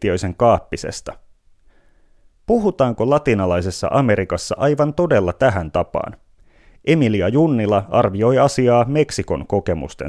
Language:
Finnish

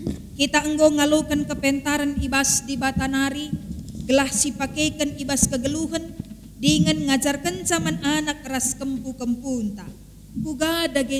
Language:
Batak Karo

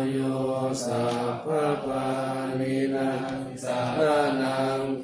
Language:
Pali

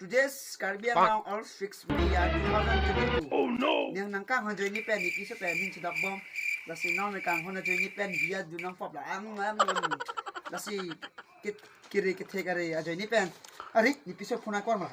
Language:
Karbi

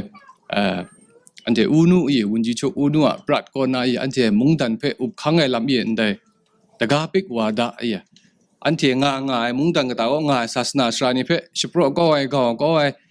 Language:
Kachin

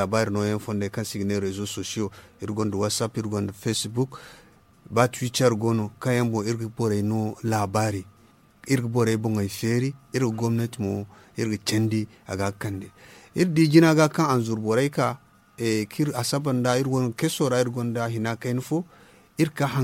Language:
Zarma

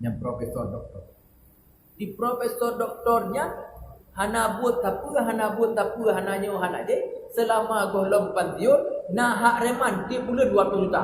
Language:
Achinese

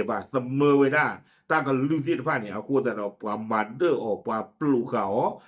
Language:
S'gaw Karen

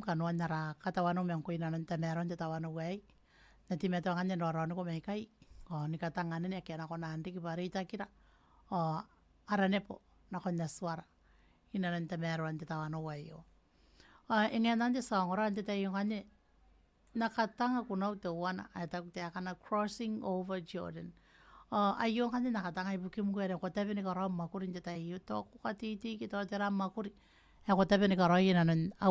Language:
Gilbertese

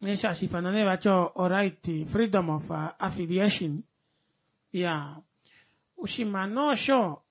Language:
Kuanyama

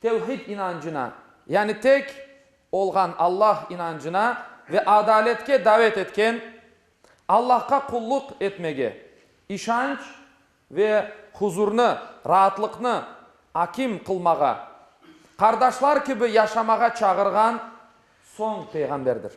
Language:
Crimean Tatar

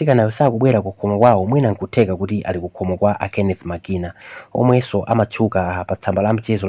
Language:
Nyanja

